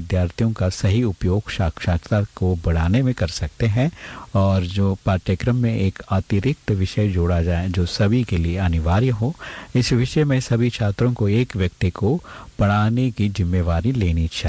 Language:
Hindi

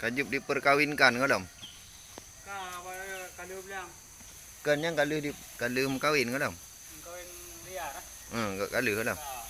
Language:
Achinese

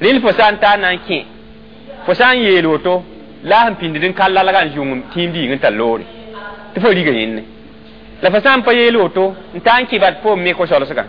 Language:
Mossi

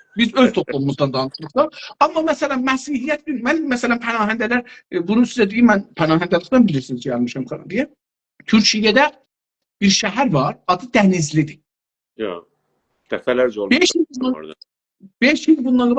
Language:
South Azerbaijani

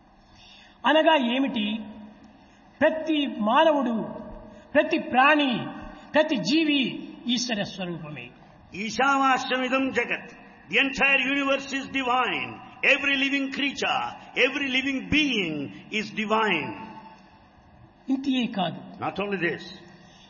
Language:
Telugu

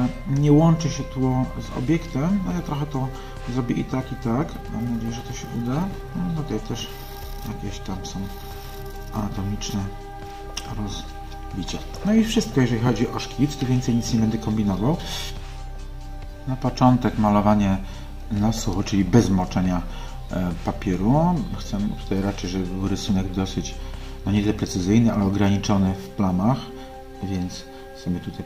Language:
Polish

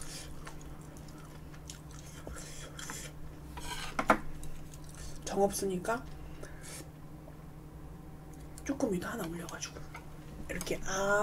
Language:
Korean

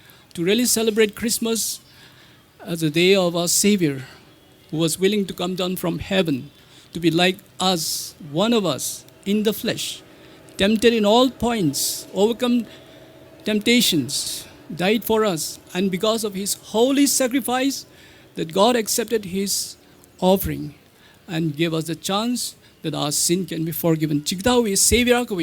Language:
Tangkhul Naga (India)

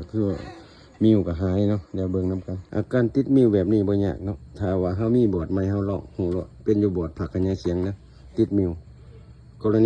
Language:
Lao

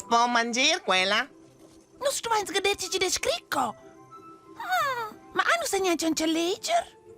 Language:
Romansh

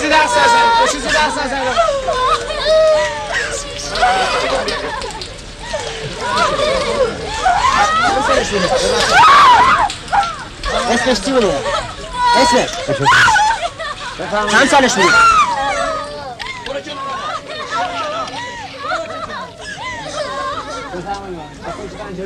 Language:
Persian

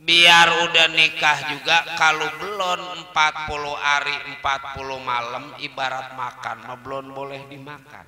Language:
Betawi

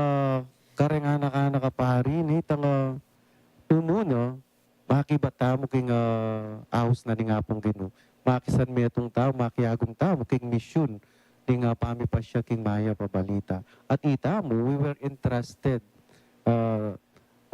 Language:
Pampanga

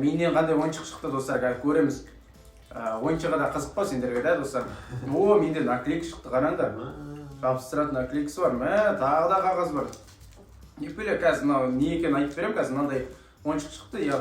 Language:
Kazakh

